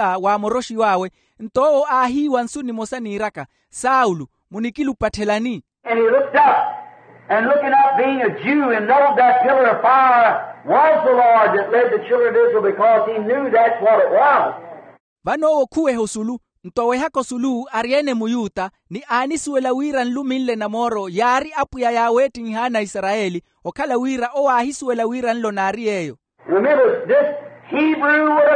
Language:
Makhuwa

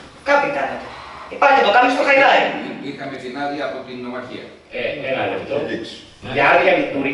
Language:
Greek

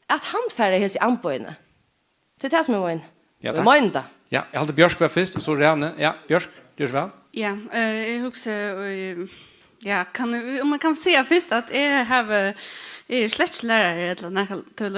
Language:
Faroese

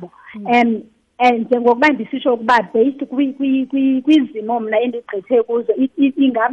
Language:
Xhosa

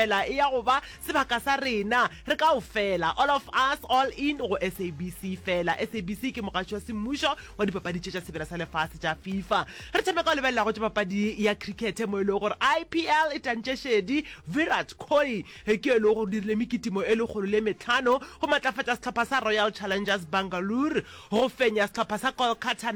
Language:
Northern Sotho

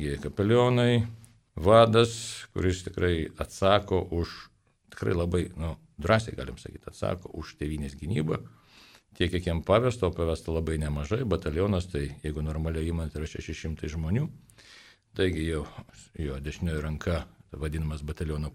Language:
Lithuanian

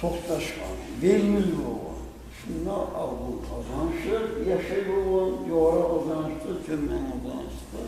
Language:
Kumyk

